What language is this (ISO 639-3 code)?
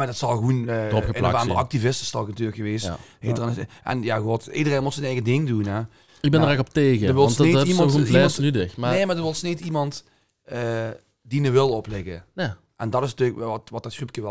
lim